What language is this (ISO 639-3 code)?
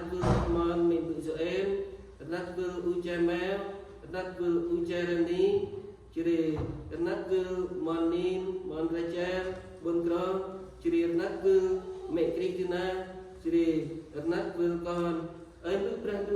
cmo